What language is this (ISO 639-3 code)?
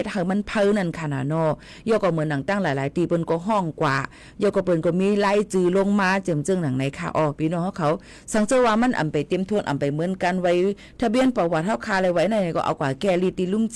shn